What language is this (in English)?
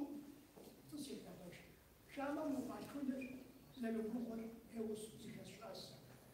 Kabardian